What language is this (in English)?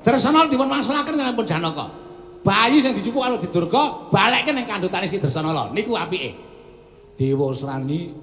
Javanese